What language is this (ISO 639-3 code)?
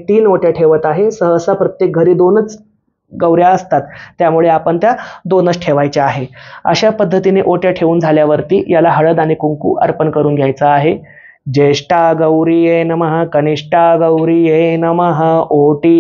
mar